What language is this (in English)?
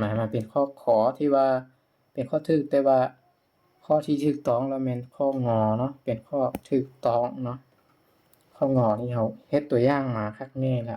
Lao